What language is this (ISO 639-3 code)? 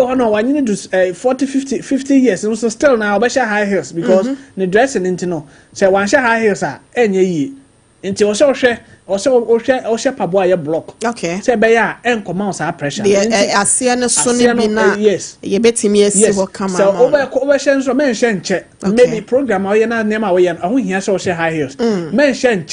aka